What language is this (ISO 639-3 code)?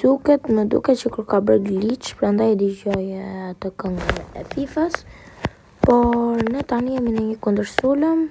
sqi